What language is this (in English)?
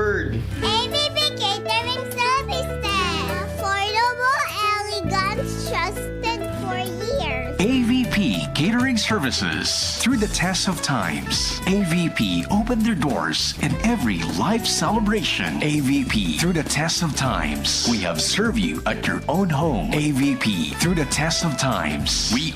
Bikol